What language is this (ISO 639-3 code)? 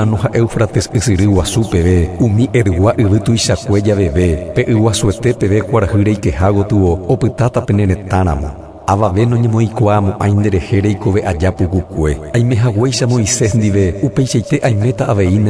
grn